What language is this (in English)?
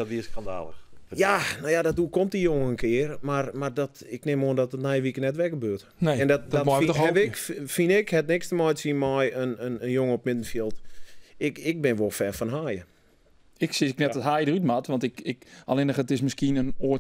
Western Frisian